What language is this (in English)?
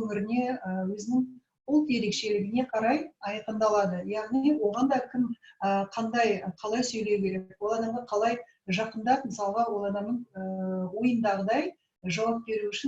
Kazakh